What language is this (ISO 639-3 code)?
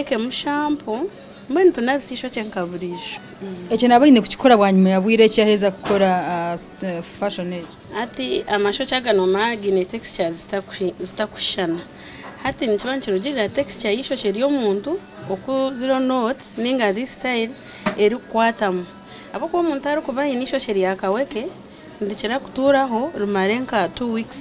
nyn